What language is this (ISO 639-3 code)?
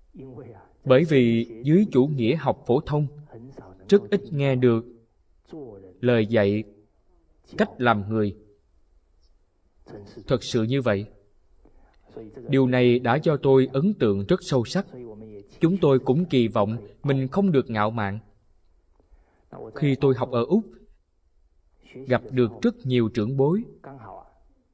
vie